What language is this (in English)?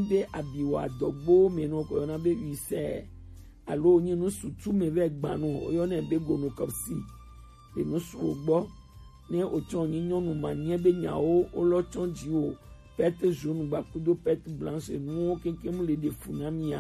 Gen